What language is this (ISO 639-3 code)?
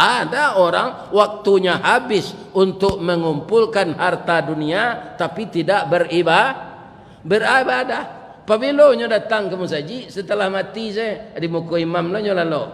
min